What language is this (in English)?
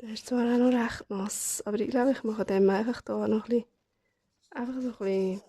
Swiss German